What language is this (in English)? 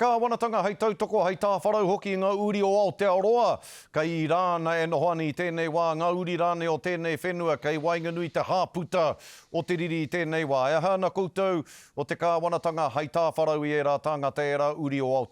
Māori